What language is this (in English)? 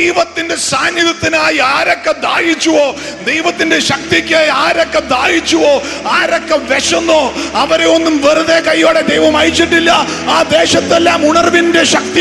Malayalam